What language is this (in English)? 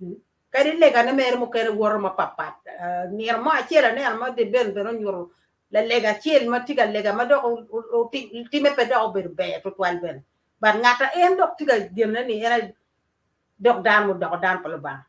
Acoli